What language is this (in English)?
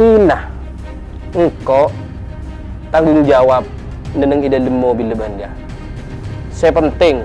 Madurese